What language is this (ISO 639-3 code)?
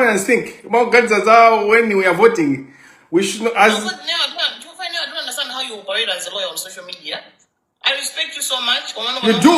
nya